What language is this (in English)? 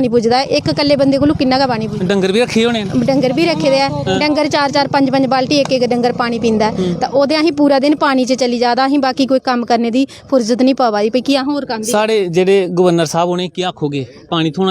Dogri